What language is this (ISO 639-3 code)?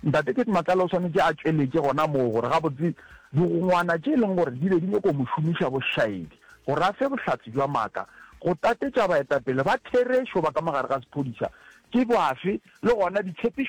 nso